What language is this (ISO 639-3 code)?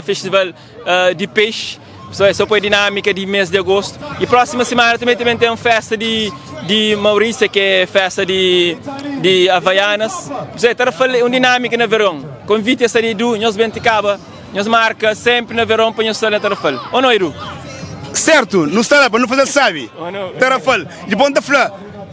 kea